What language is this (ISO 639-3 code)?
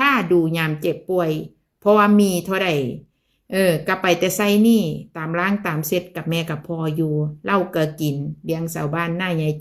tts